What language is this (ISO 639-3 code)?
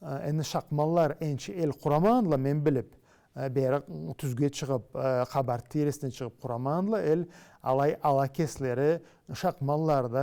krc